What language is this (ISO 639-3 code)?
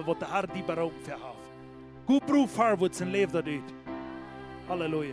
pdt